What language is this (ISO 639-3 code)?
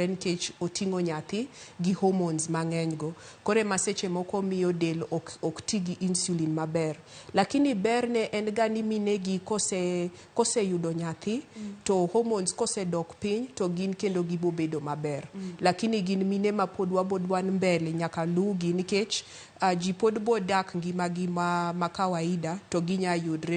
luo